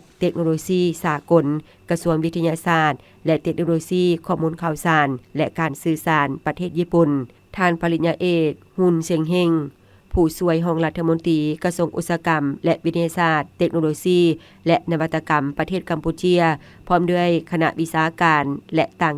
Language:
Lao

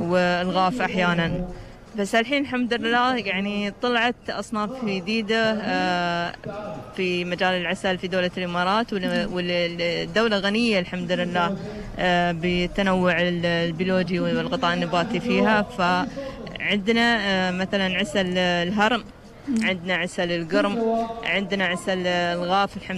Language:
Gulf Arabic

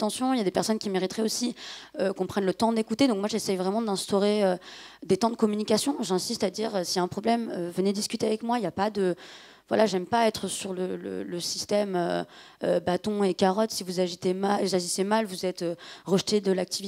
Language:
French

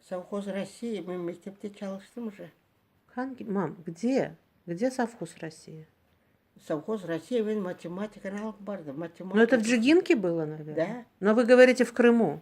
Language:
Crimean Tatar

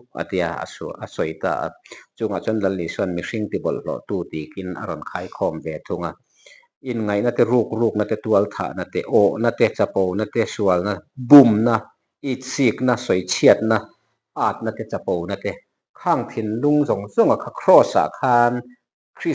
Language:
Mizo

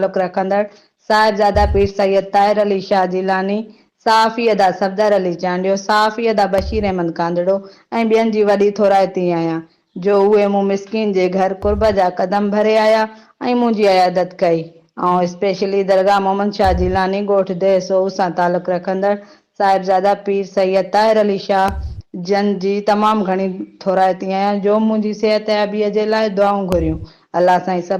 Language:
Sindhi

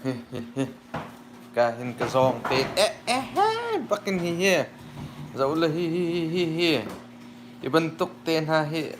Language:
Hakha Chin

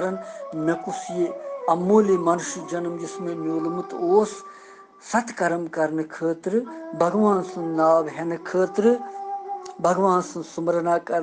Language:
Kashmiri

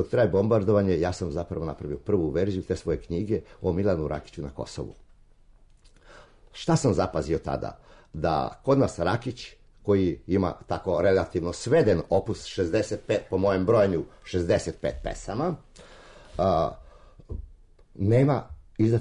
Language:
Serbian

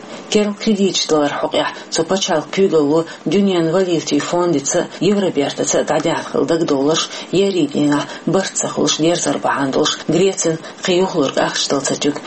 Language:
Chechen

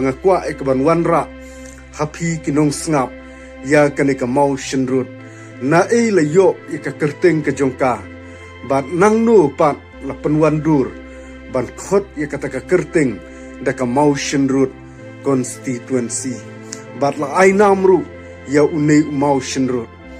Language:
Khasi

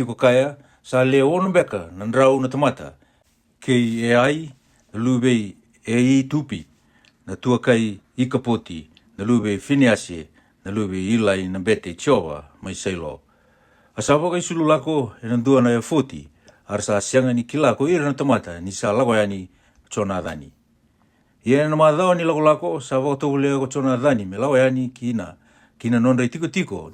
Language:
Fijian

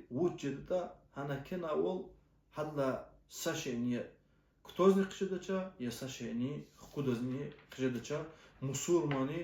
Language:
Lezghian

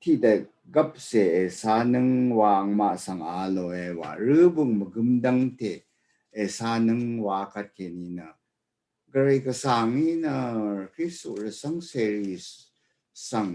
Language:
Rawang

